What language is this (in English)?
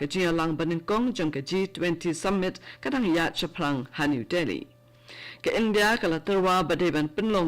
Khasi